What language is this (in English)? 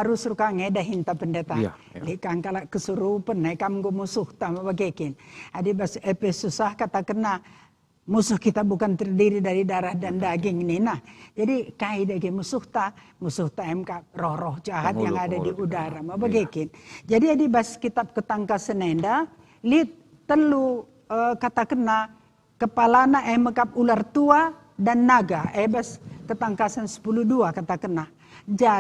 Batak Karo